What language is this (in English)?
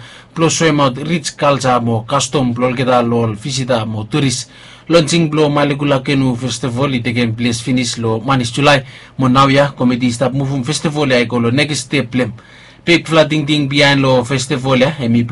Bislama